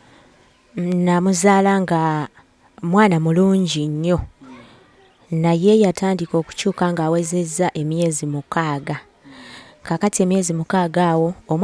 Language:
Ganda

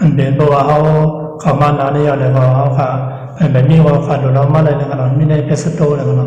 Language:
Shan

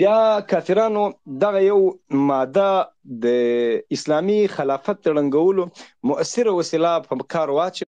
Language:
Pashto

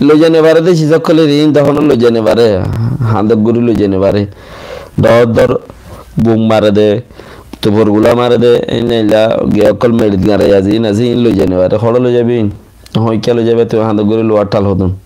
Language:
Rohingya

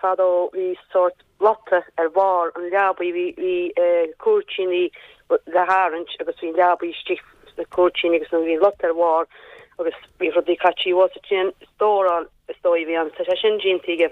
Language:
Irish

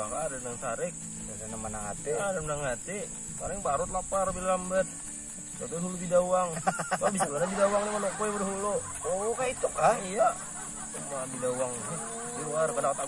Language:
Banjar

